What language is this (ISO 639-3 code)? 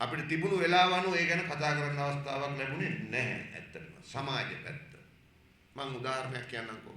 sin